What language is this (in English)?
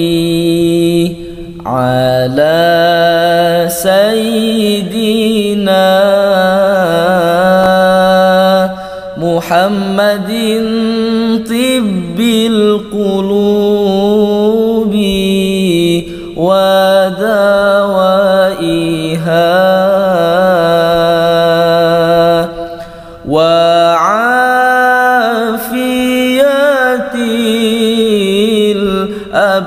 Arabic